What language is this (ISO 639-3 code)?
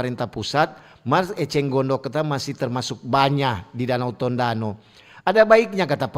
xmm